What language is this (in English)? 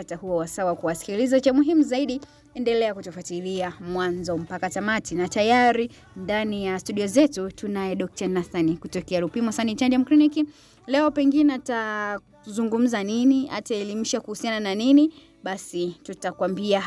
Swahili